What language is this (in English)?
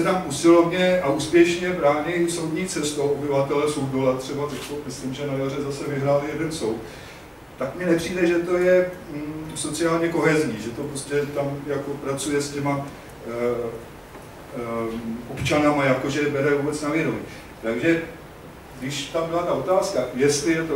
Czech